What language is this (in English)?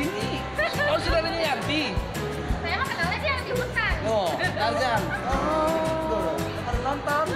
Betawi